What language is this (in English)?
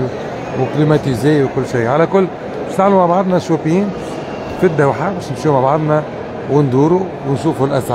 Tunisian Arabic